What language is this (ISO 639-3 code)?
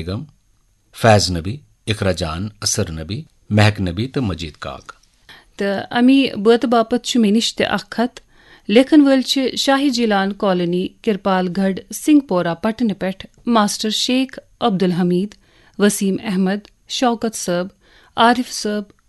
kas